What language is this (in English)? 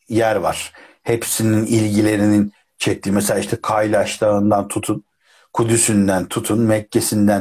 Turkish